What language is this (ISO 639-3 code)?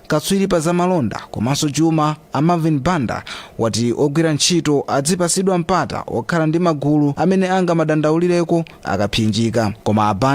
nya